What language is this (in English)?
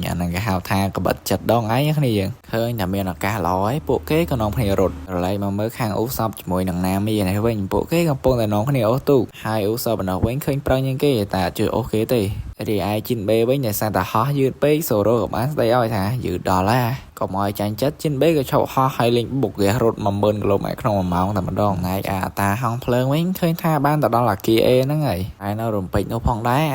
Khmer